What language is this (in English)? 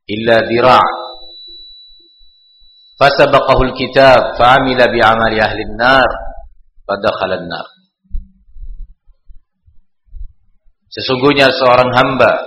Indonesian